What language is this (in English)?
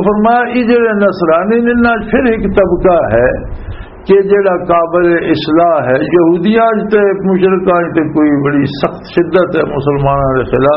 Western Panjabi